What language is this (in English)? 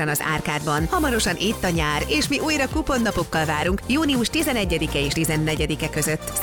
Hungarian